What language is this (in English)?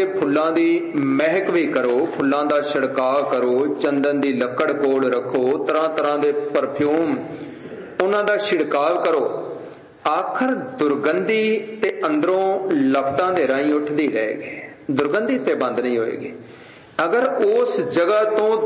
Punjabi